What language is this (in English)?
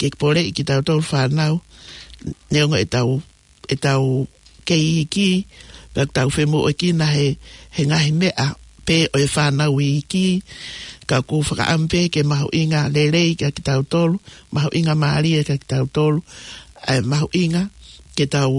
Tongan